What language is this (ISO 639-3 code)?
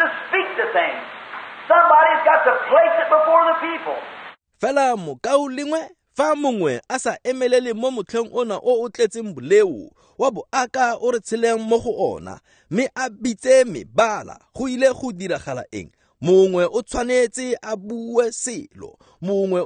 tsn